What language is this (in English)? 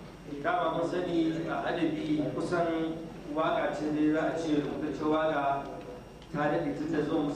Hausa